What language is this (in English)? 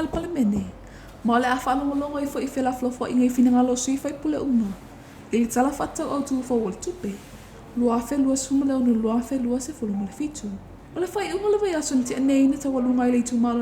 Samoan